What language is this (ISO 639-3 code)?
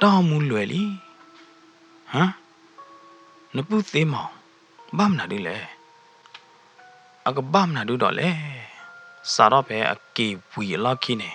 ksw